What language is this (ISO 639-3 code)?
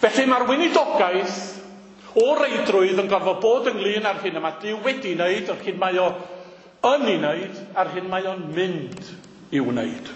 cym